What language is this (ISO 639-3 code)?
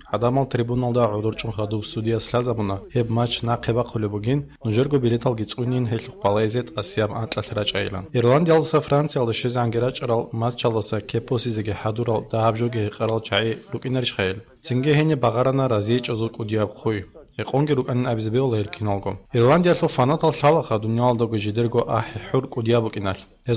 ava